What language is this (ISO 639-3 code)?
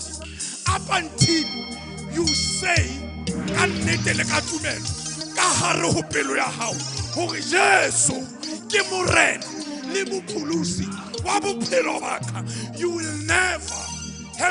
sot